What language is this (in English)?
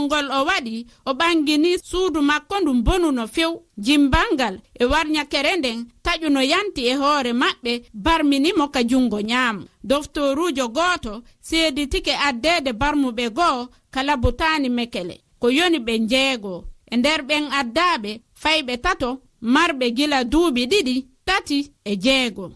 Fula